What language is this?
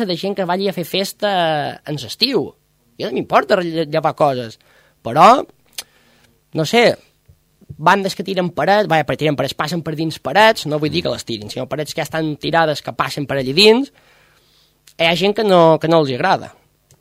Catalan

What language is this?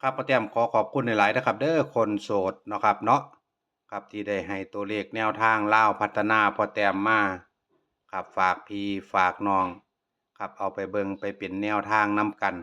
Northeastern Thai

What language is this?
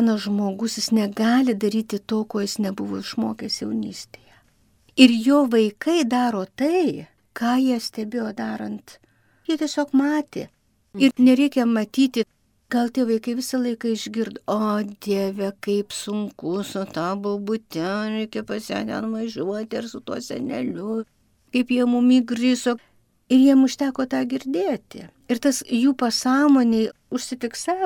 Lithuanian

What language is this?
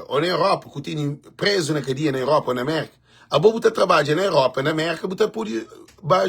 Kabuverdianu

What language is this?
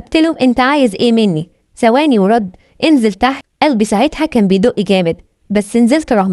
Egyptian Arabic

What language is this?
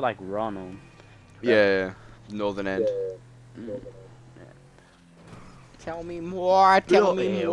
English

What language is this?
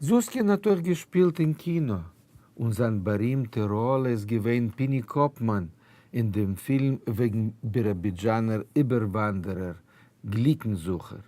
Yiddish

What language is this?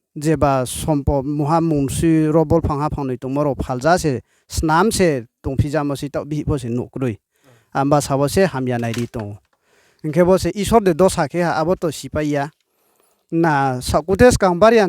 Riang (India)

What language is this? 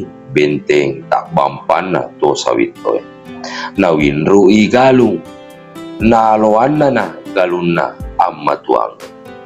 Buginese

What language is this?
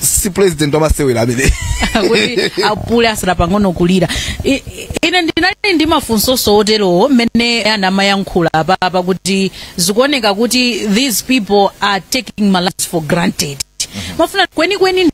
Nyanja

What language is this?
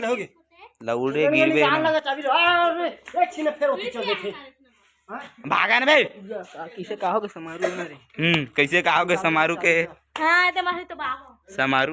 Chhattisgarhi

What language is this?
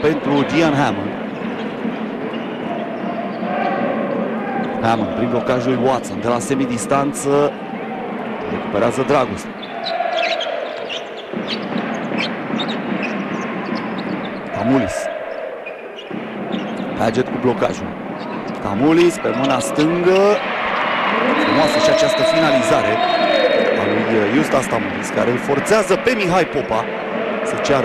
Romanian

